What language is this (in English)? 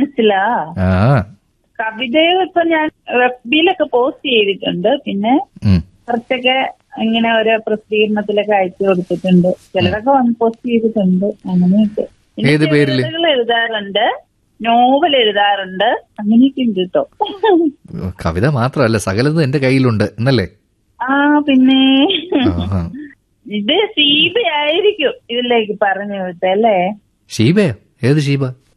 Malayalam